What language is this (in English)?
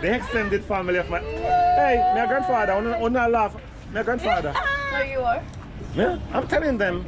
Jamaican Creole English